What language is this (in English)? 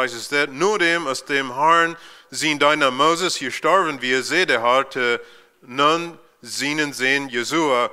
Plautdietsch